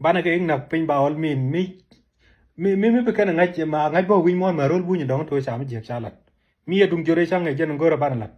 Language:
Nuer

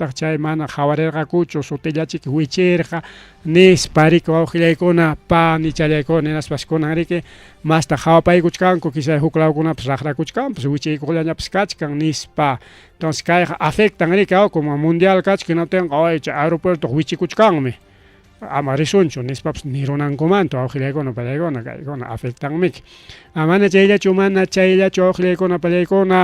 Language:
Ayacucho Quechua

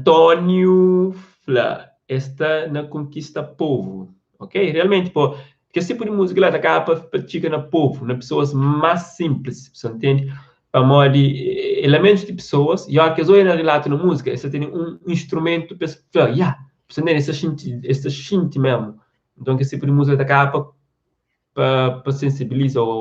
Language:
Kabuverdianu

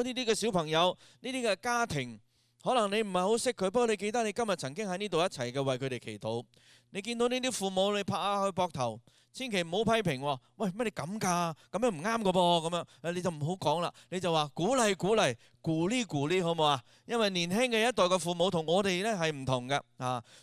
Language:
Cantonese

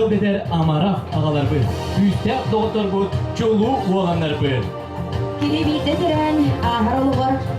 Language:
Yakut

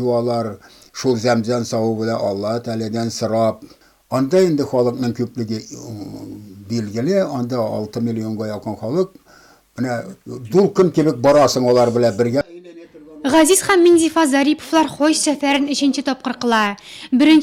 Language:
Tatar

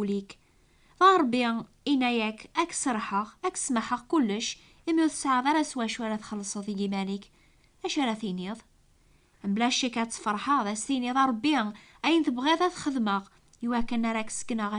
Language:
Kabyle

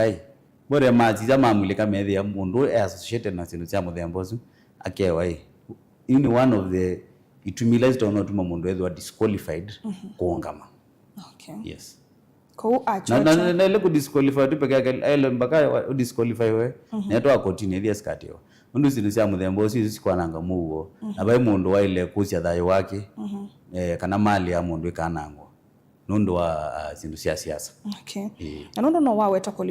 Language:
Kamba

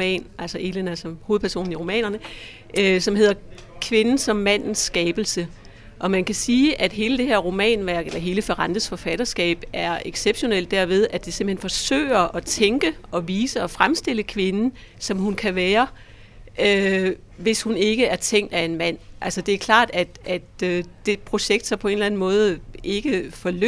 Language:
Danish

